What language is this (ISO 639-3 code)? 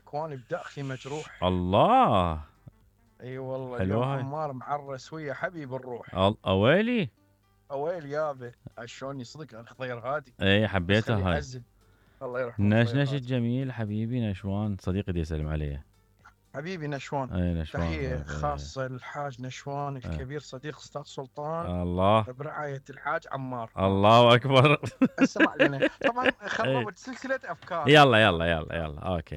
acm